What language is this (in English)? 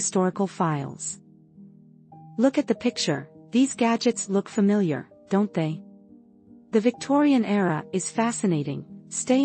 English